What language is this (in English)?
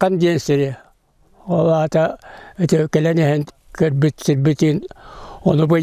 Yakut